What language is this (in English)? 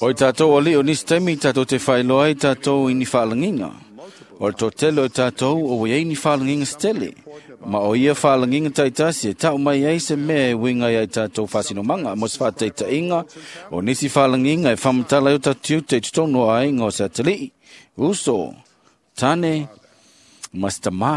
Samoan